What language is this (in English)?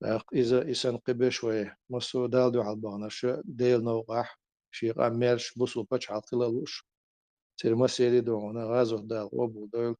Chechen